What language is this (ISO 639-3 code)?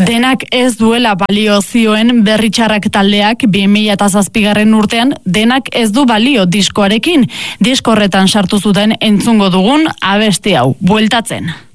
eus